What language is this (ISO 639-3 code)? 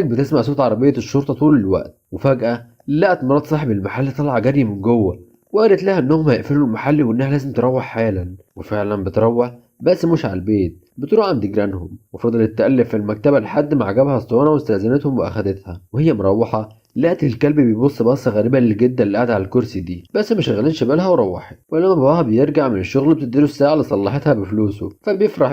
arz